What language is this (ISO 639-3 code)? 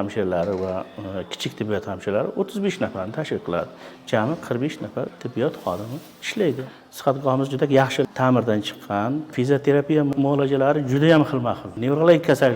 uzb